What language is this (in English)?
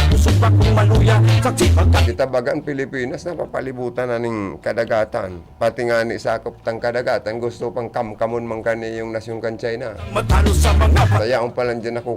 Bikol